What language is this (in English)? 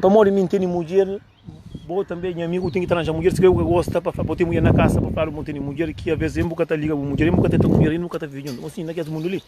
Kabuverdianu